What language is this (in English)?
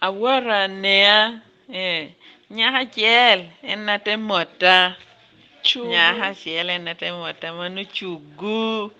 Lango (Uganda)